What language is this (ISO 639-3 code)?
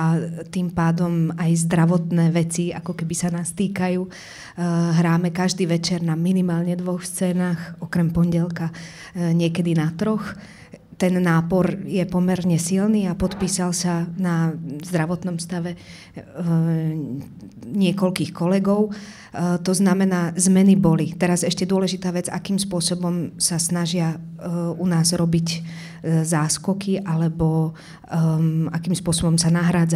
slk